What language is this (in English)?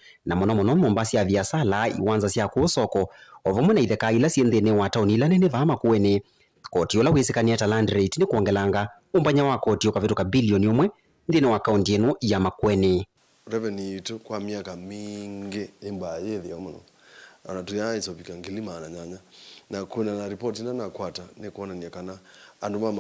Kamba